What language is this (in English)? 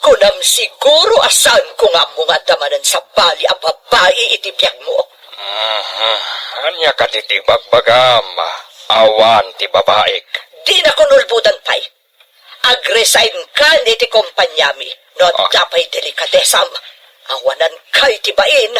Iloko